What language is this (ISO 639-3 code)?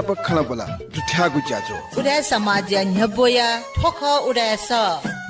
new